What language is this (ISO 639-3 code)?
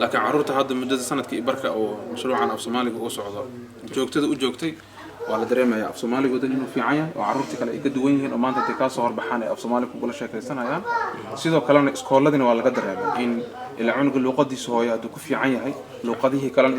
som